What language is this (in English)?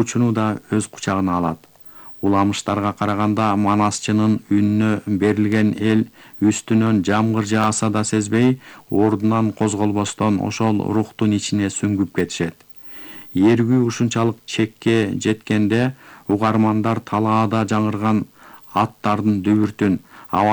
Kyrgyz